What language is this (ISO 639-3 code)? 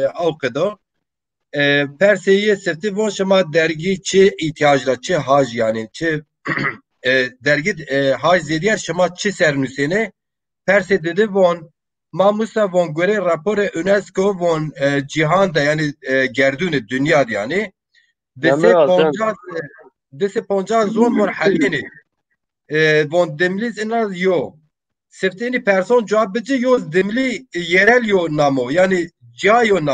zza